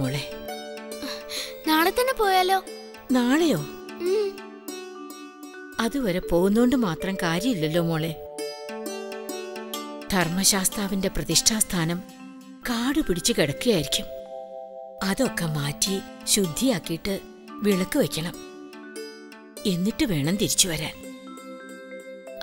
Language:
Malayalam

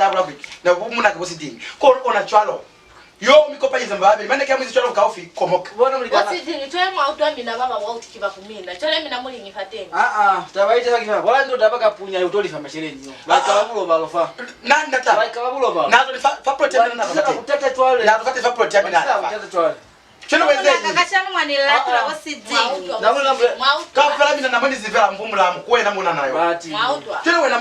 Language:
Lozi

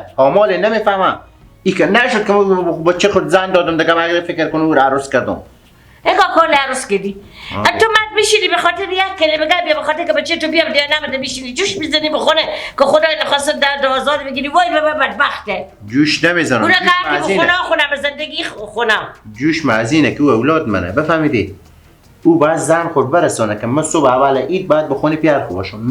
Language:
Persian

